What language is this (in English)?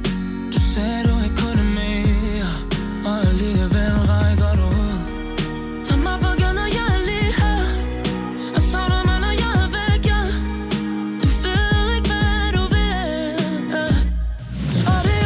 Danish